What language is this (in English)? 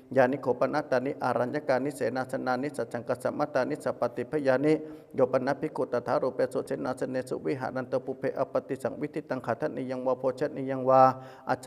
Pali